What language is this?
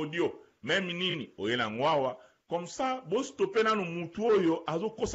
Lingala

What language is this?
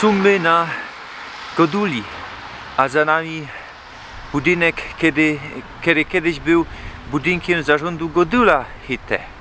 Silesian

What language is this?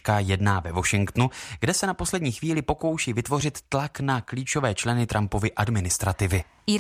Czech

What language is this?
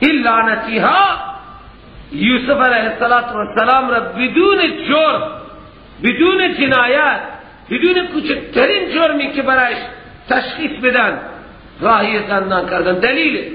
Persian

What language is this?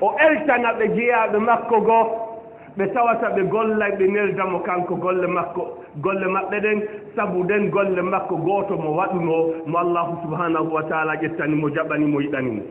Fula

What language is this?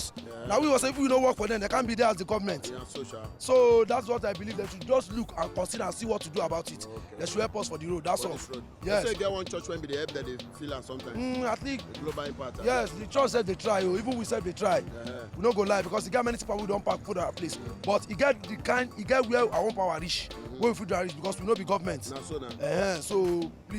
Nigerian Pidgin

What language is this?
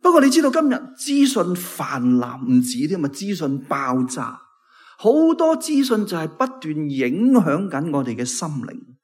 Cantonese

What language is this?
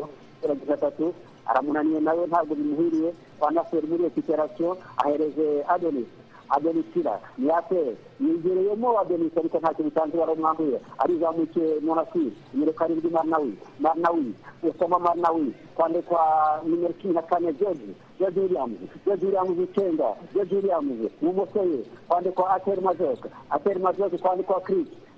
Kinyarwanda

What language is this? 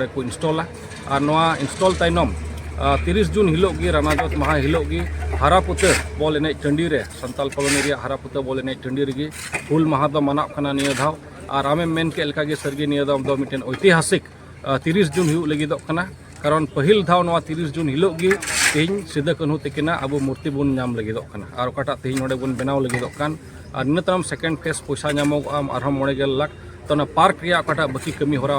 Santali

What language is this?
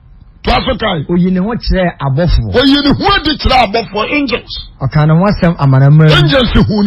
Akan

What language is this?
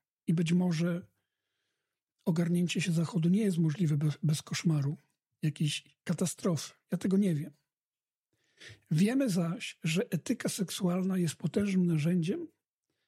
Polish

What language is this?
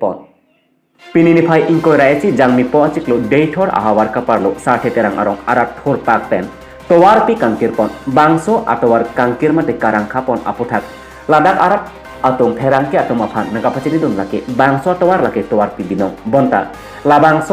Karbi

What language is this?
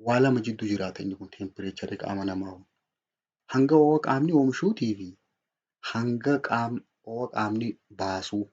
Oromo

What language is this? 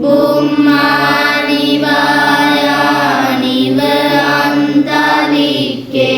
Sinhala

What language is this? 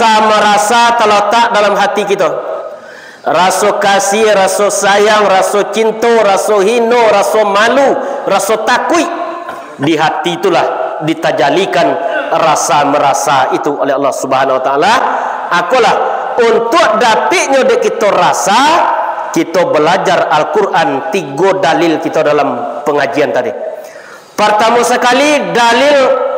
Minangkabau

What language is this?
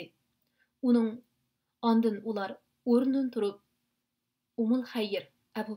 Uyghur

